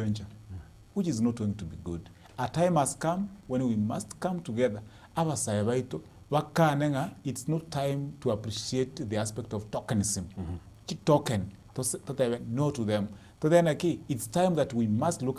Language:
Gusii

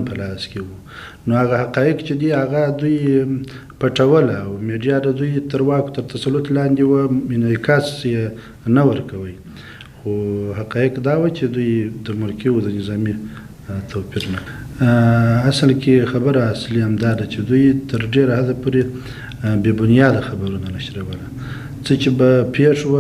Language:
Pashto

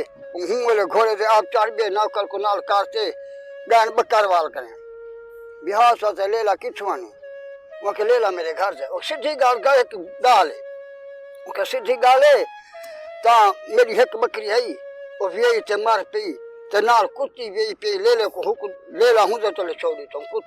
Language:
Saraiki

